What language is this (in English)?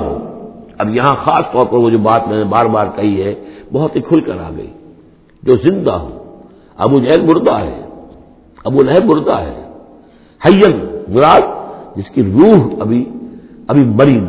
Urdu